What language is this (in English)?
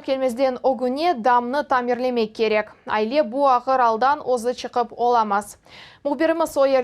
Crimean Tatar